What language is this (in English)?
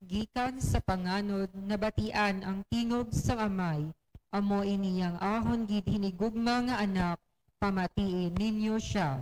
Hiligaynon